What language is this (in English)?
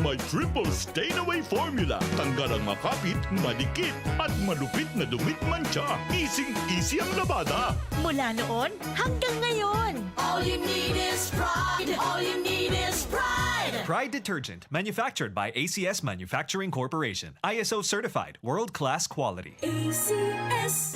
Bikol